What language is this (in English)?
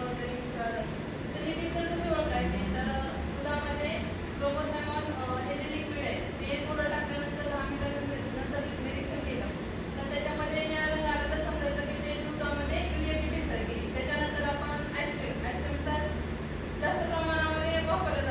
Marathi